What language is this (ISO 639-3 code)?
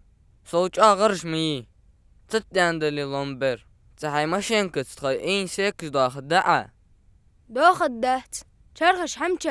inh